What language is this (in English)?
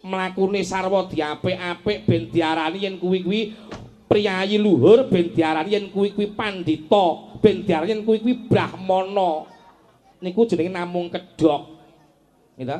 Javanese